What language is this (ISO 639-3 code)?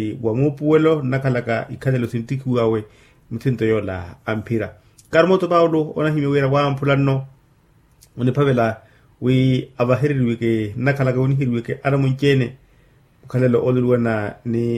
vmw